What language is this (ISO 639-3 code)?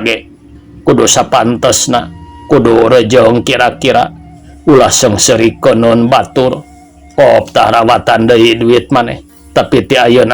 sun